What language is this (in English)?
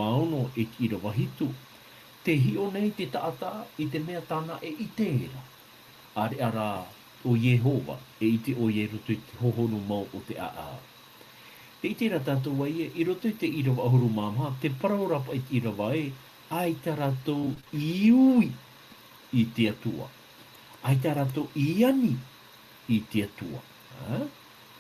Tahitian